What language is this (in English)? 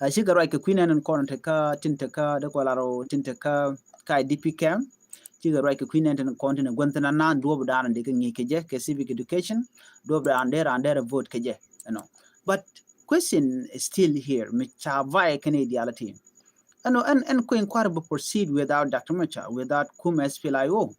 Nuer